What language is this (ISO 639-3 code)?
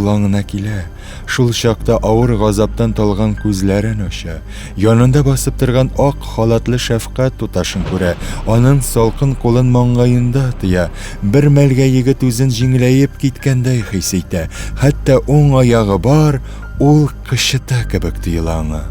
tat